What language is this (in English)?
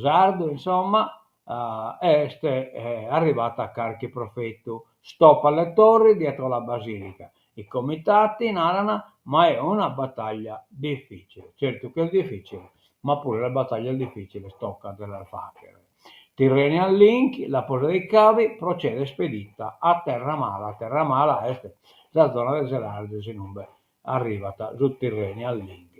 Sardinian